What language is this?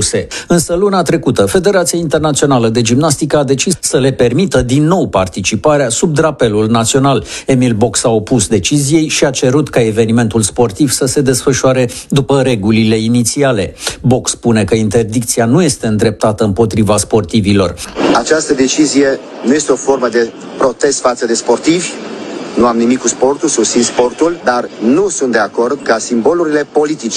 Romanian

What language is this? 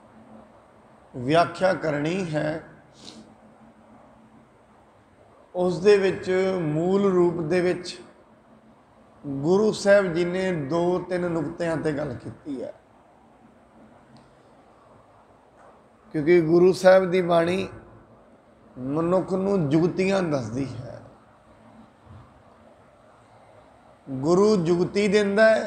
Punjabi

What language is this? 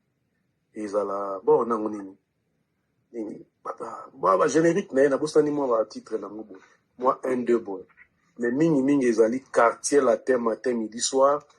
Lingala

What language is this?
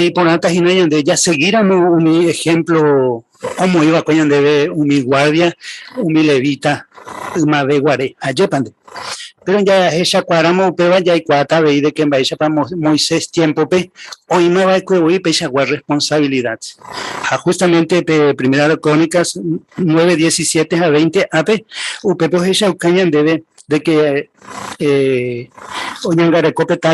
Guarani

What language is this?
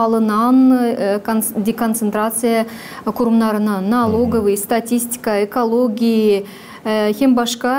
Gagauz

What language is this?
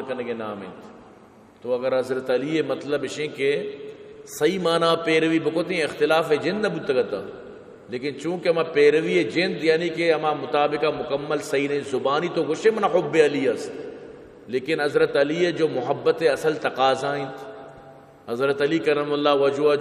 Baluchi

